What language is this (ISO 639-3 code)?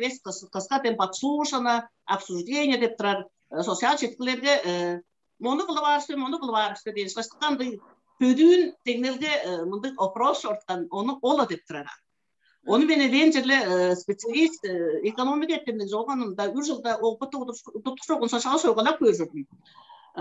tyv